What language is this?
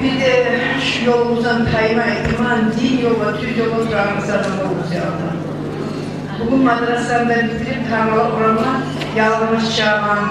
Kumyk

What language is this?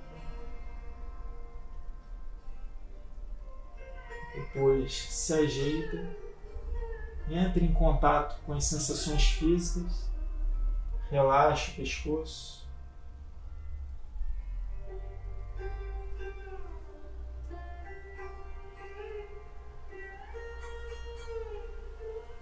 Portuguese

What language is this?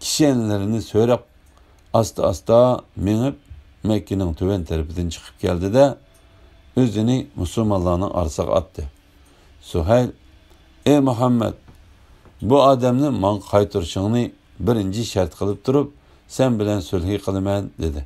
Uyghur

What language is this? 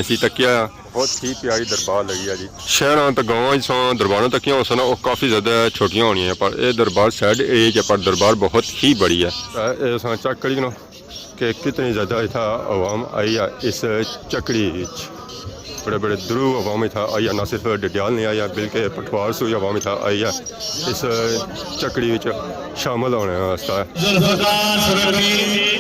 Pahari-Potwari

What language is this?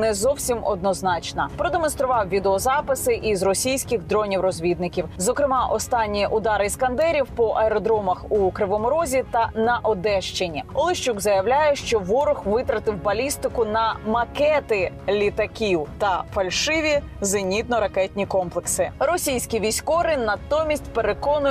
Ukrainian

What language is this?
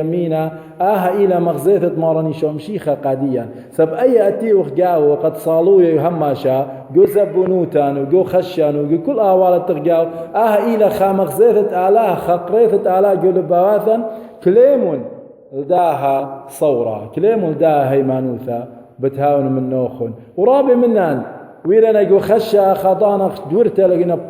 Assyrian Neo-Aramaic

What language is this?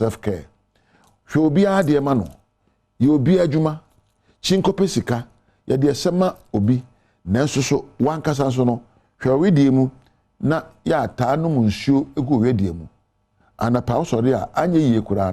Akan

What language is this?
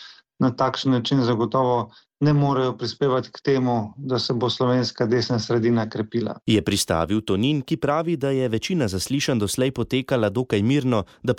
Slovenian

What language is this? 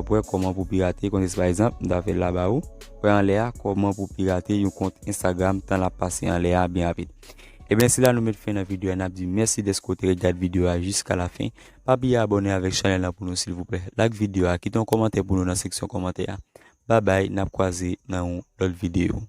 Haitian Creole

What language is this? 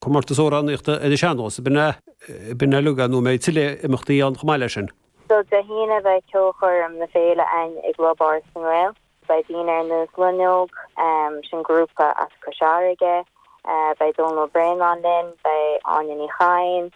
Irish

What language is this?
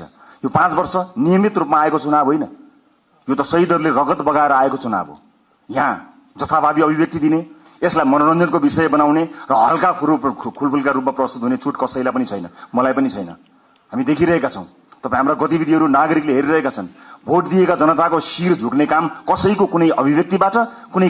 Nepali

